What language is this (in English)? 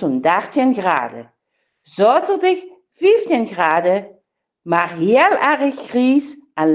Limburgish